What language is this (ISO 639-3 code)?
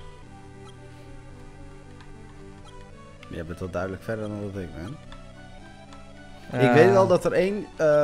nld